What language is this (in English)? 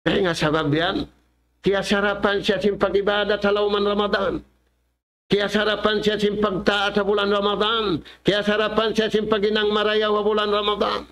Tausug